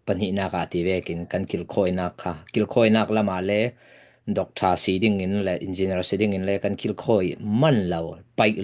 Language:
Falam Chin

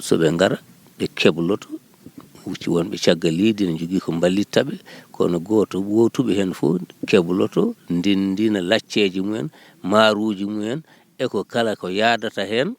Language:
Fula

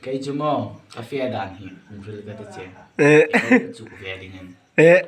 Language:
Hmar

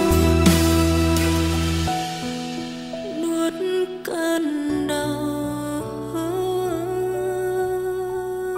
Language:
Vietnamese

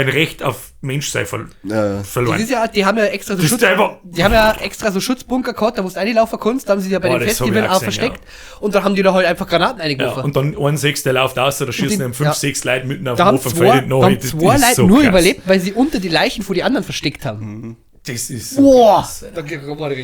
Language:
Bavarian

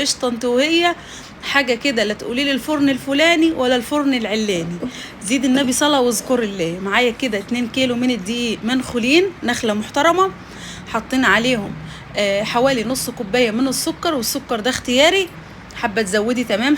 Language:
Egyptian Arabic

